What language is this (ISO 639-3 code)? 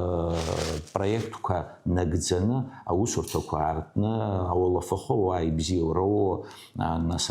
abk